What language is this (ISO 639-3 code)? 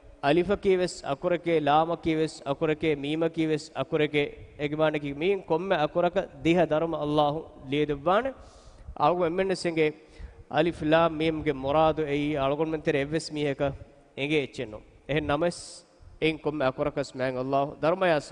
div